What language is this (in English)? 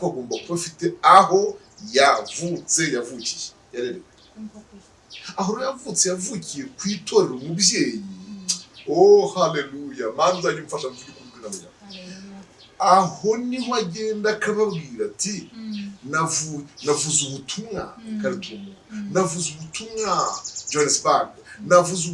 Kinyarwanda